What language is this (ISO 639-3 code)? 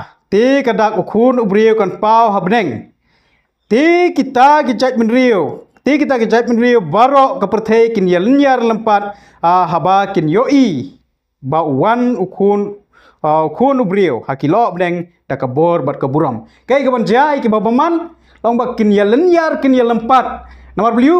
kha